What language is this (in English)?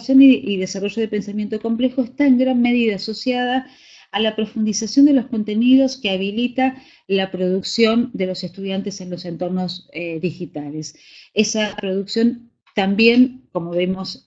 Spanish